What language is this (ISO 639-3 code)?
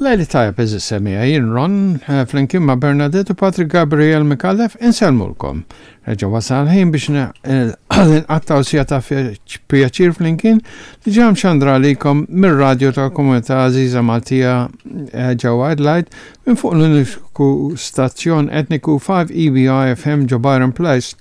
mlt